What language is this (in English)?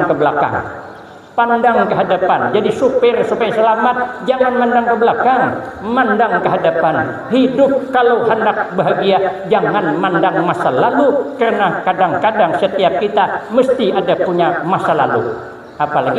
Banjar